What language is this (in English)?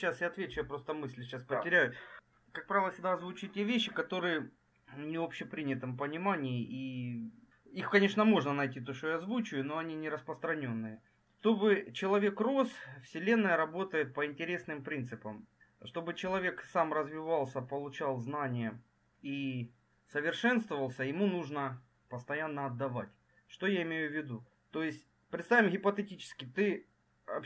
Russian